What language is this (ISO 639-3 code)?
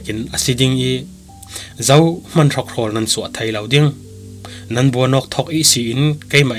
cfm